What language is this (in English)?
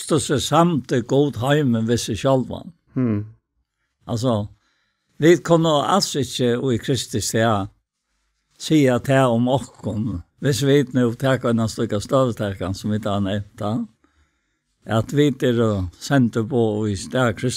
Faroese